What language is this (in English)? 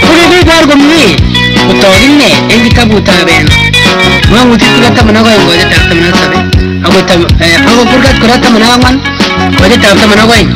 Kalenjin